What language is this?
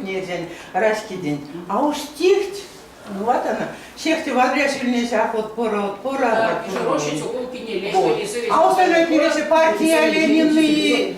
Erzya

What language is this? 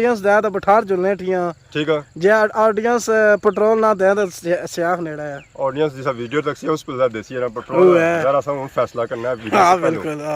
Pahari-Potwari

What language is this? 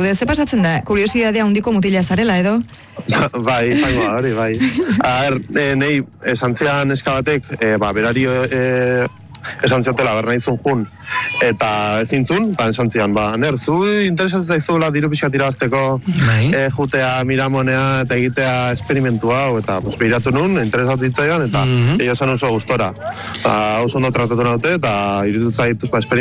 Basque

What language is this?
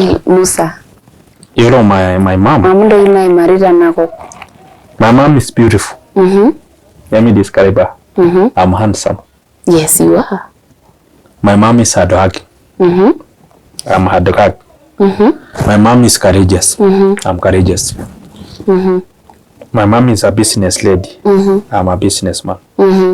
Masai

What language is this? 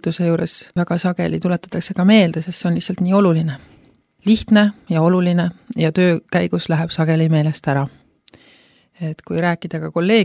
Estonian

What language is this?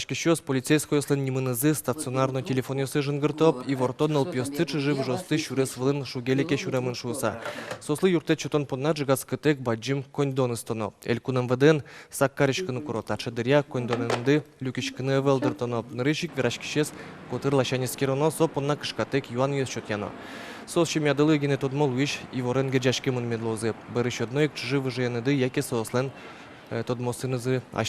Udmurt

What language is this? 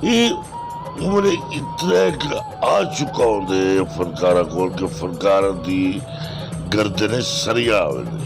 Saraiki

